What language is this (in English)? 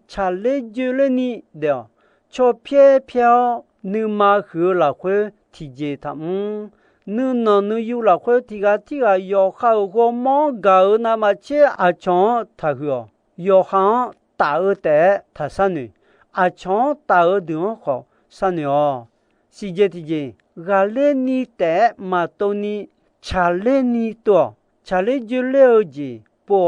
Akha